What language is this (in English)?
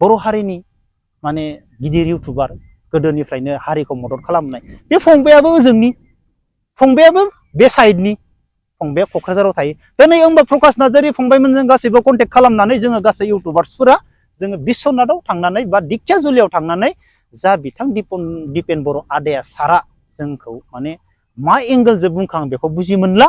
Bodo